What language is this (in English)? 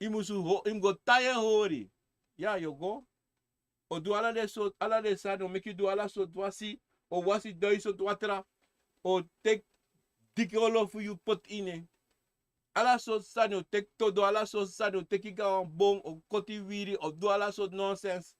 Sranan Tongo